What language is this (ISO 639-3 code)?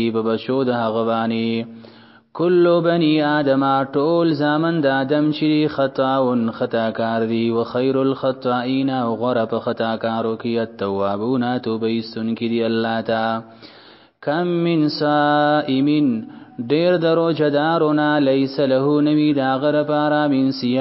pus